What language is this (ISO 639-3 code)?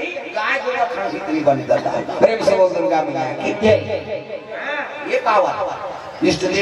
hne